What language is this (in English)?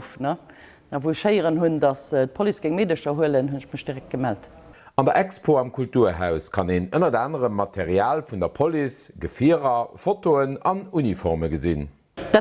Luxembourgish